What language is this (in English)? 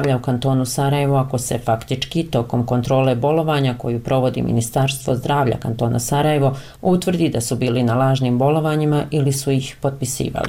Bosnian